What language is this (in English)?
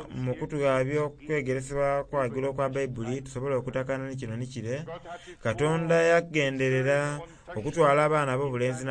Soga